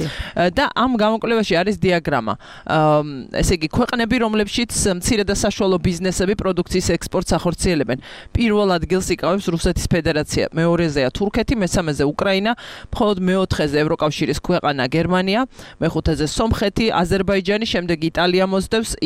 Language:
Georgian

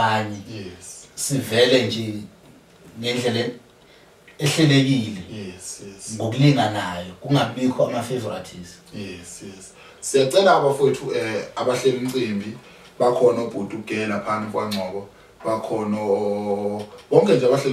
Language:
Zulu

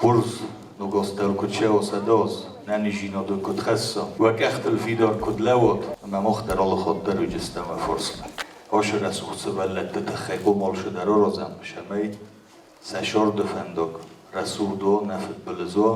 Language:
Ossetic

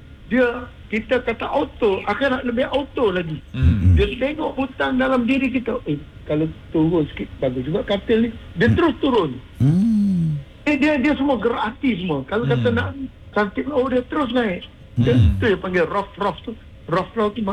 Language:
Malay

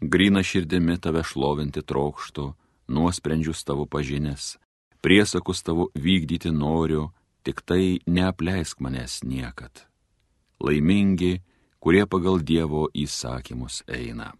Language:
Lithuanian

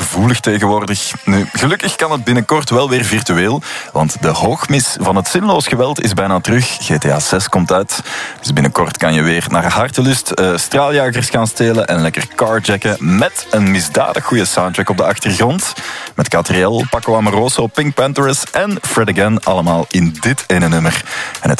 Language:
Dutch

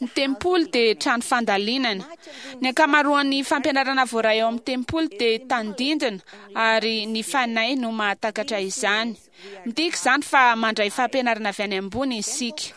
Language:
Malagasy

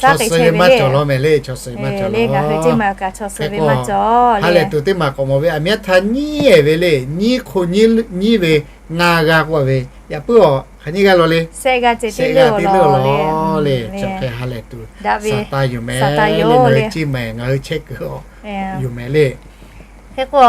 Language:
Lahu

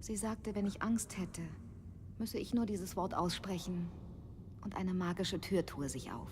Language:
Bavarian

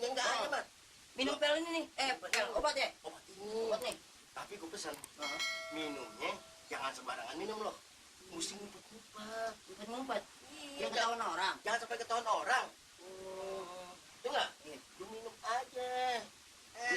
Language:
Betawi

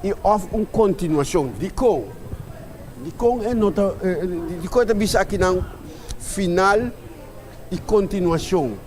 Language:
Papiamento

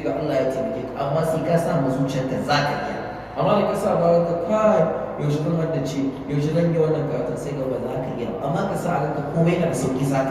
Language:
Hausa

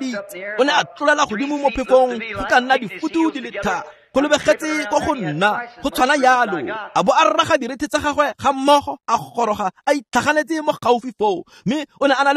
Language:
Tswana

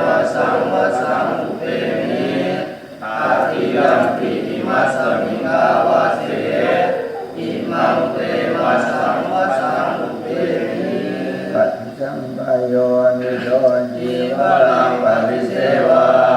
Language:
Pali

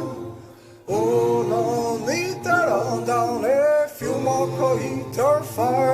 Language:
Irish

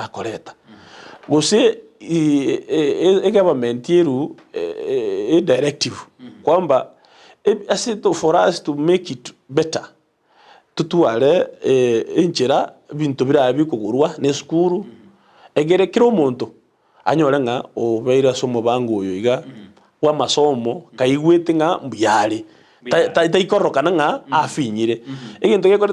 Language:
Gusii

